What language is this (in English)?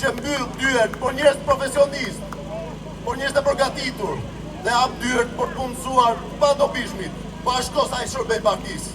Albanian